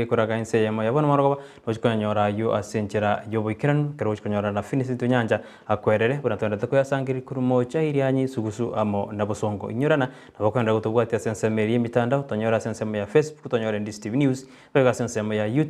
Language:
Gusii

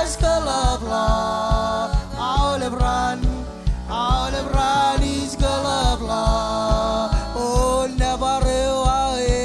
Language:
Marshallese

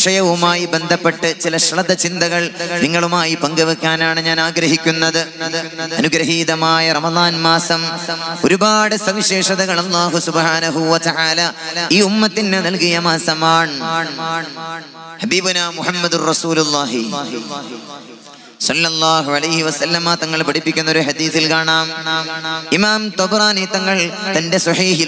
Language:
Malayalam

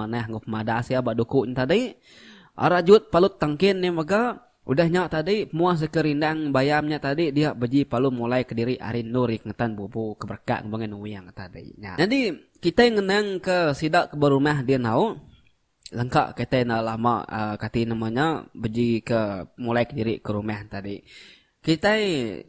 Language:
Iban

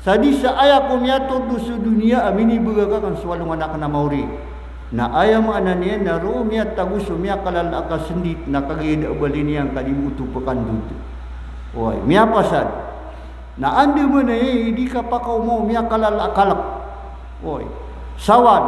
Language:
Maranao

